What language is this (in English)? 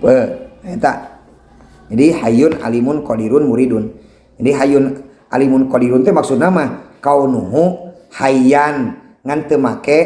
Sundanese